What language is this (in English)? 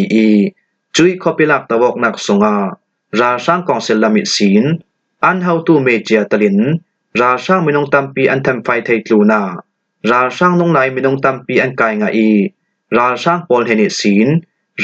Falam Chin